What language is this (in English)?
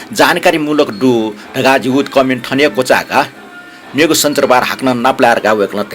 Newari